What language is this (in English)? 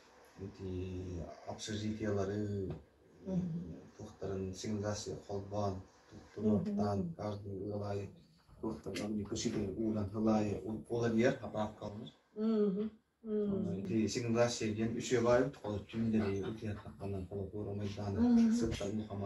Yakut